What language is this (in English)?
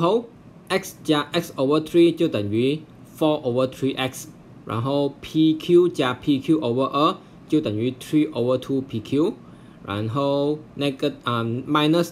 Chinese